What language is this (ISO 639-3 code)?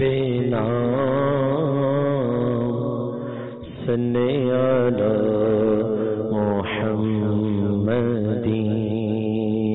ben